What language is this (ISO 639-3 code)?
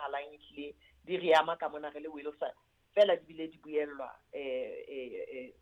sot